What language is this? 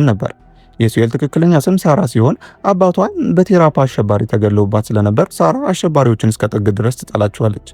Amharic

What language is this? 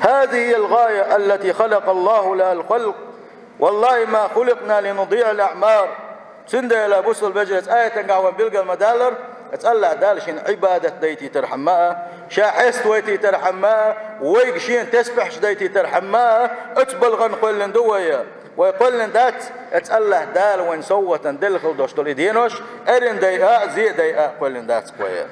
Chechen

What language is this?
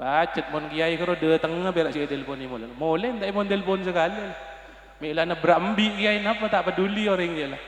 Madurese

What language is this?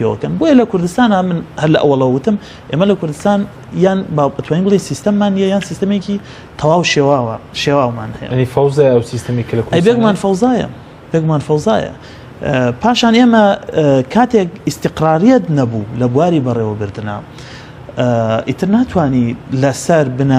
Central Kurdish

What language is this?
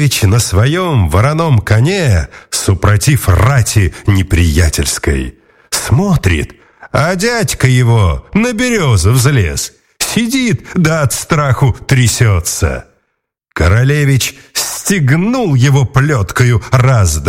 Russian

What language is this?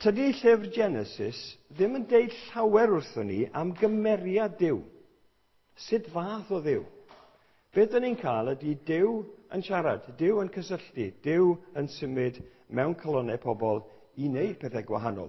Welsh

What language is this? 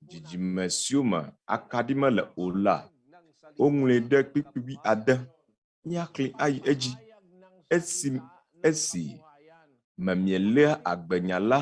Ewe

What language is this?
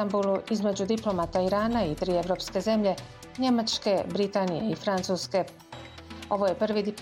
Bosnian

